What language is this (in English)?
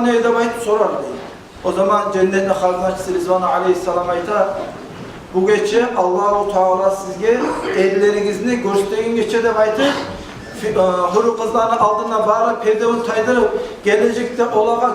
Kumyk